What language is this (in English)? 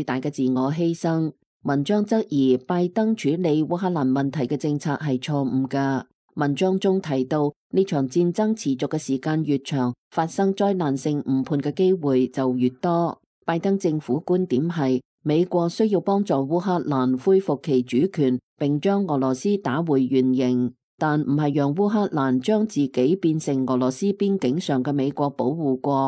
Cantonese